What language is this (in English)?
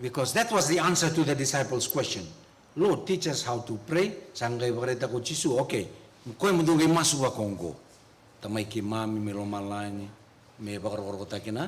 Fijian